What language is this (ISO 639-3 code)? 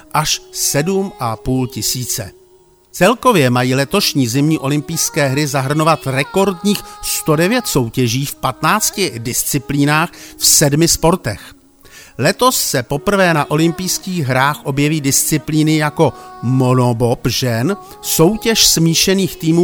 ces